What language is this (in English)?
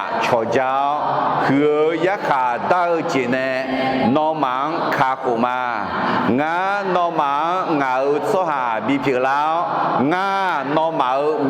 Akha